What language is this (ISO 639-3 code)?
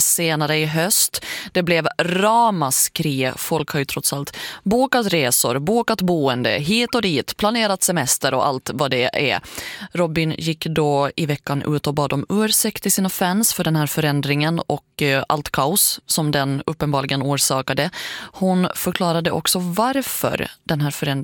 swe